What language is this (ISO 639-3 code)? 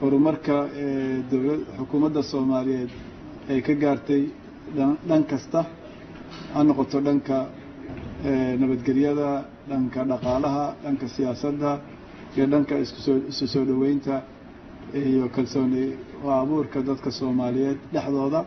som